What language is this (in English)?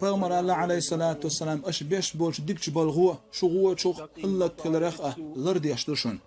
Chechen